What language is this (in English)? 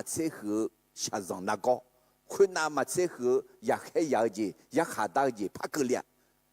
Akha